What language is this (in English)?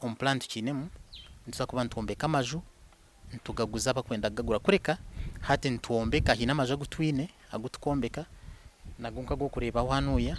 Nyankole